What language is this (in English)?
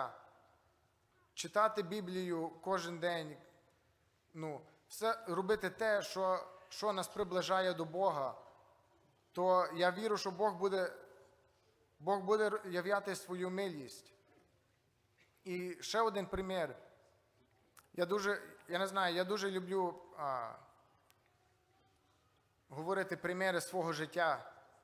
Ukrainian